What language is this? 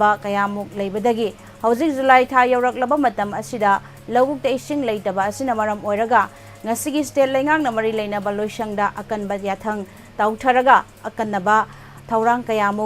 Manipuri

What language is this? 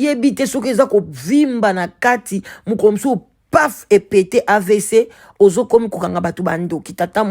Lingala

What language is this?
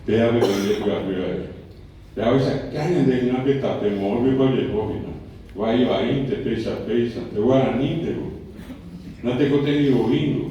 Guarani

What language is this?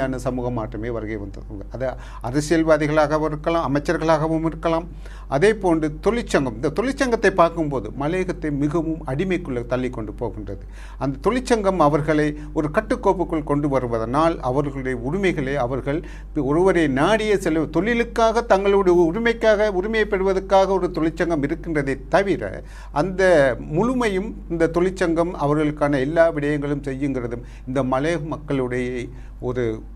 Tamil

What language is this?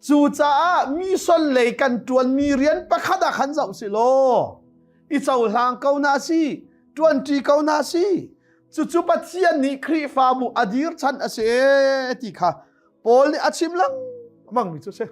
Hakha Chin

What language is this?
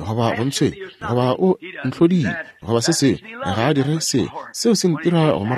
Northern Sotho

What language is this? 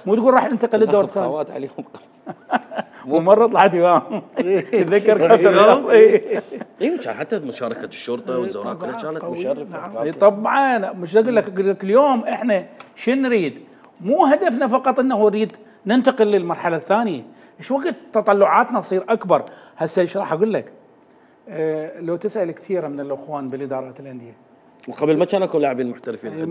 Mesopotamian Arabic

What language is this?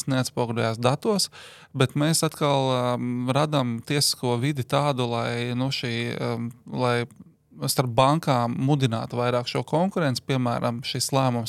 Latvian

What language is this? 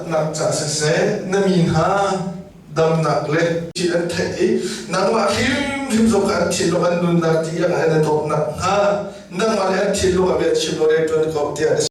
Hakha Chin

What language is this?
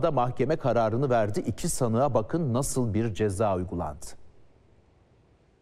Turkish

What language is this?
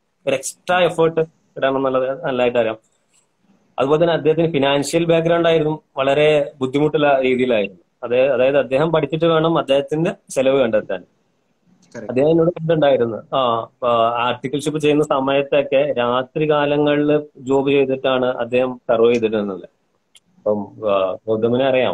Malayalam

